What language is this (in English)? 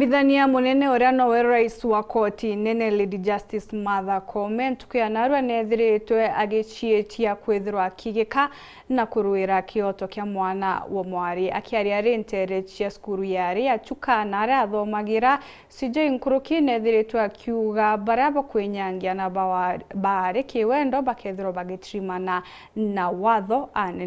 Meru